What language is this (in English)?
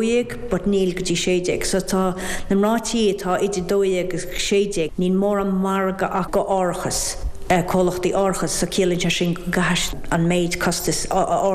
Irish